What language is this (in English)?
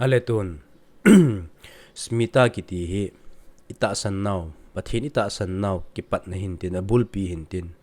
Thado Chin